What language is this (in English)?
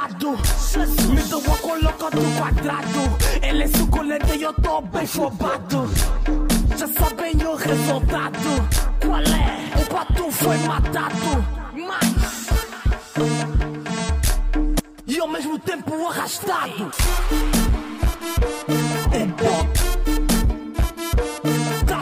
Portuguese